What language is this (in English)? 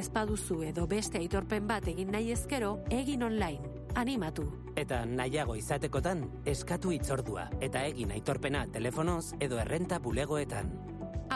Basque